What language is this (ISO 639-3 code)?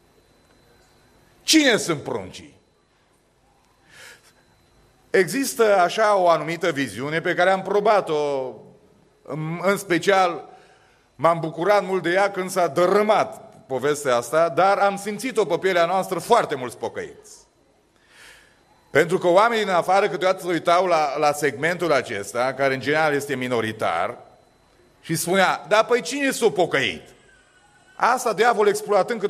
ron